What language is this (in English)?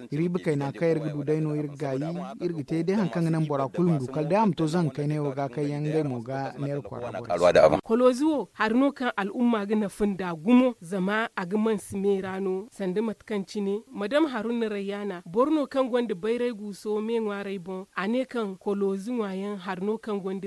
Zarma